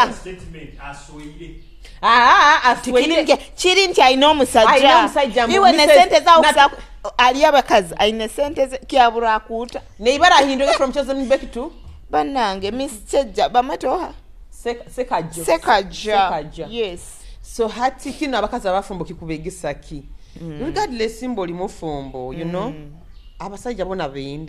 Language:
Nyoro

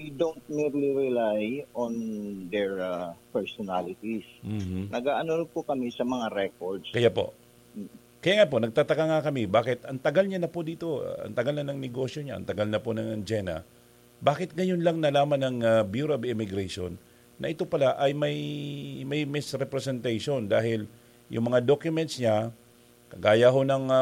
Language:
Filipino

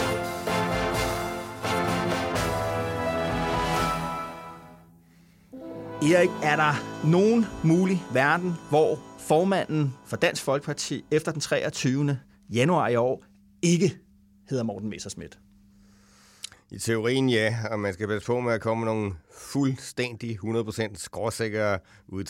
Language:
Danish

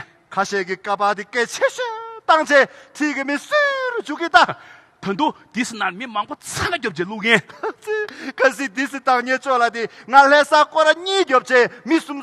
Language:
Tibetan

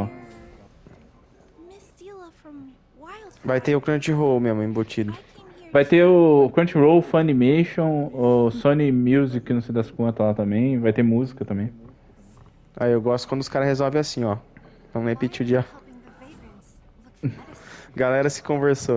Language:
Portuguese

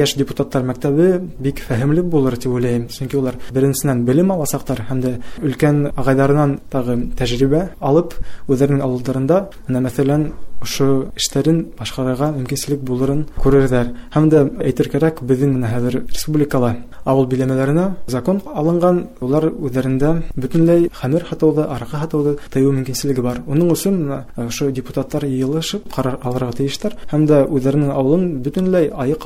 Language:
Bashkir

